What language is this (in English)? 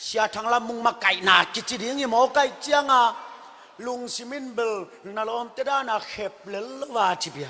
Tedim Chin